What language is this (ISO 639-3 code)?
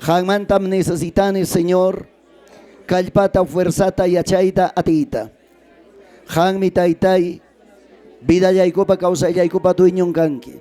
quy